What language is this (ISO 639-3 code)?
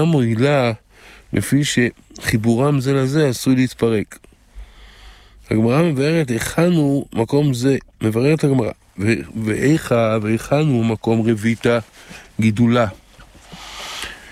heb